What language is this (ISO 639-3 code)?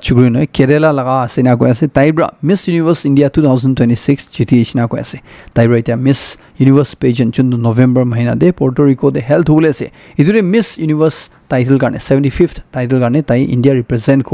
nag